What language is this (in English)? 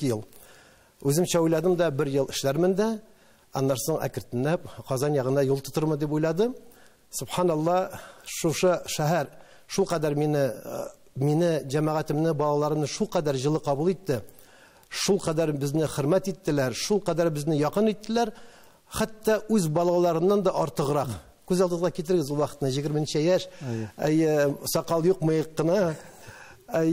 Tatar